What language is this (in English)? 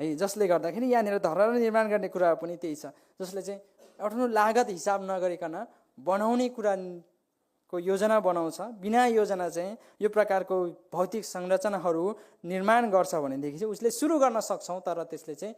Nepali